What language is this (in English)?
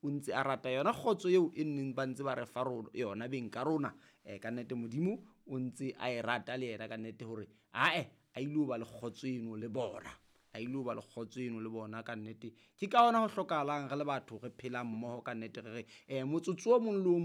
Southern Sotho